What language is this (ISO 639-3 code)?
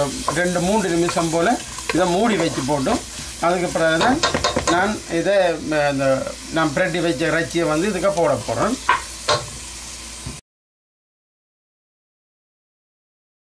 tam